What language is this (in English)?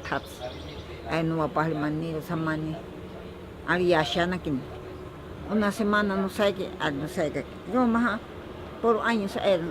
Ashéninka Perené